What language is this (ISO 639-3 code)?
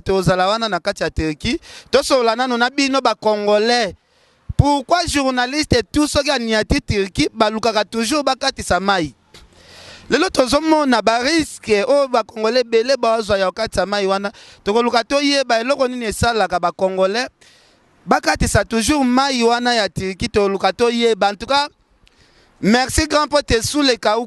lin